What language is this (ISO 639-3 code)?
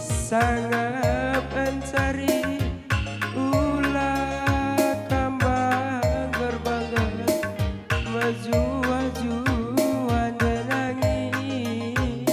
btx